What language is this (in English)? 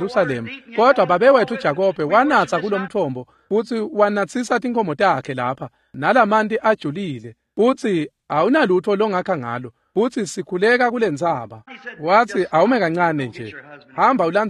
Swati